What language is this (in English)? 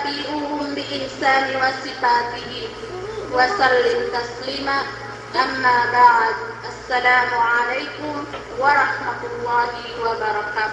Yakan